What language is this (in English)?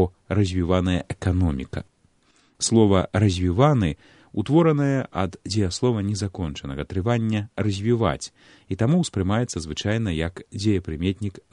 Belarusian